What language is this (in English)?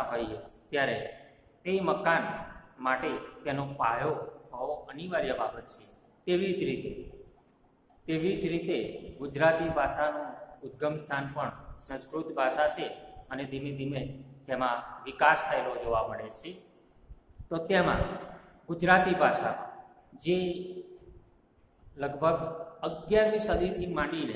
Gujarati